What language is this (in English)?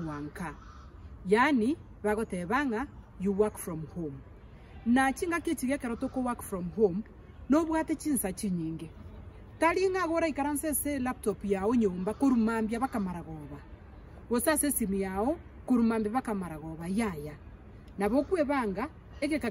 Gusii